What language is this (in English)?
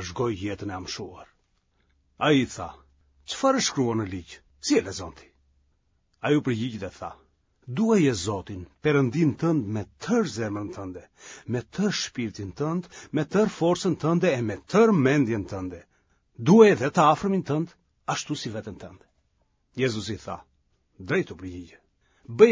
Albanian